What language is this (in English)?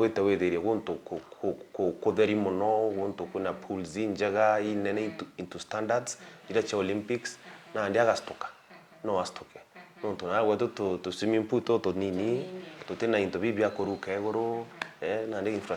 Meru